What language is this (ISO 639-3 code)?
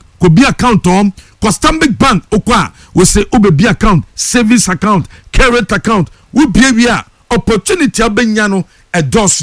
aka